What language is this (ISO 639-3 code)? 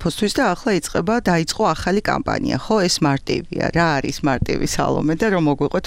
kat